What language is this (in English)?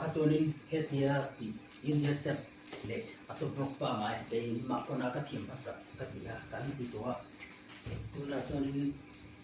Mizo